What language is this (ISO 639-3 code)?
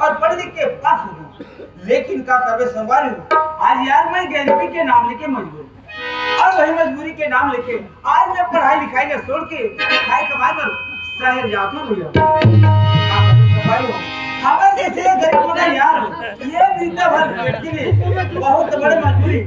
hne